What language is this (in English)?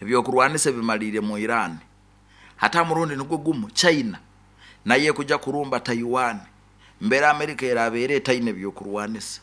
Nyankole